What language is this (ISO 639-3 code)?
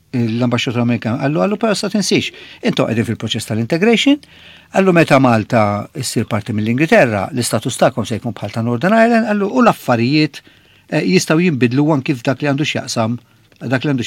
mlt